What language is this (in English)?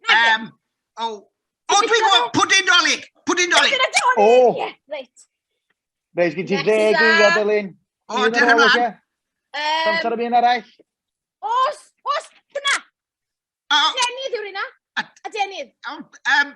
Welsh